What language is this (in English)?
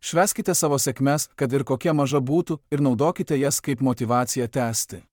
Lithuanian